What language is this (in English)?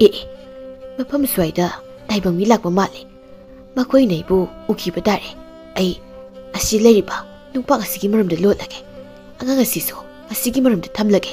Manipuri